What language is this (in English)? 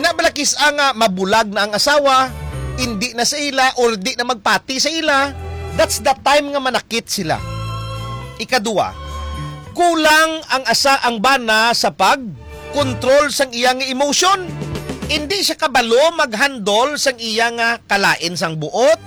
Hiligaynon